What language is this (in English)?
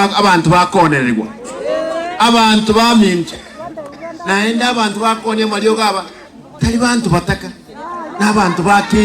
Gusii